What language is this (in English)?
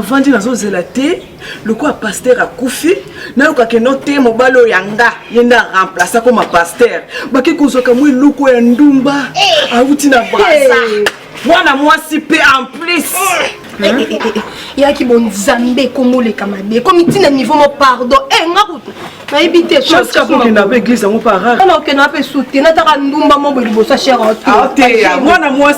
Lingala